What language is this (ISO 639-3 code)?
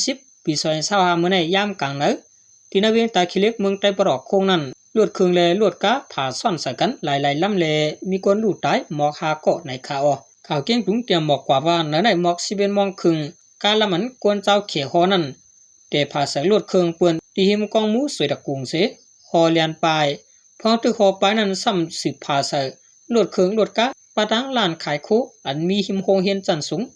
shn